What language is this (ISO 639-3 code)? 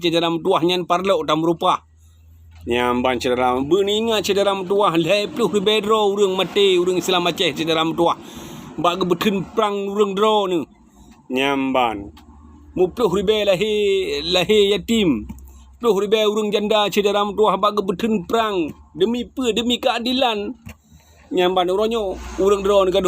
ace